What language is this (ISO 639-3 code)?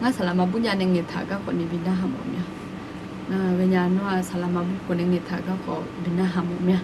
ahk